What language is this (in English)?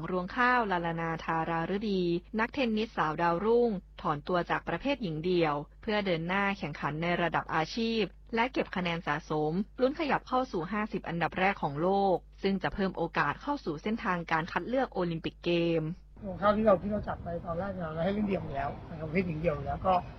Thai